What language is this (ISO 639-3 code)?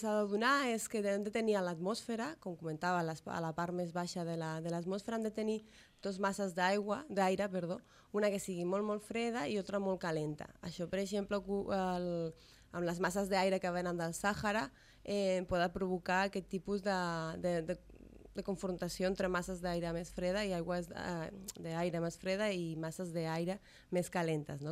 cat